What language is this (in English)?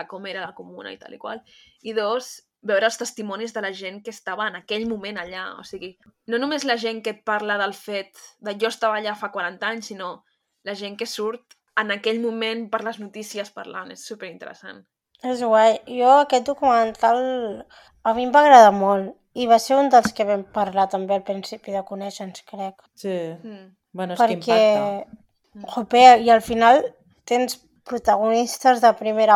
Catalan